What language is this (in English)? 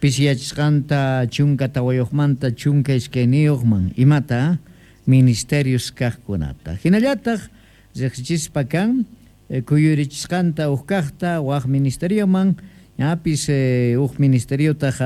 South Bolivian Quechua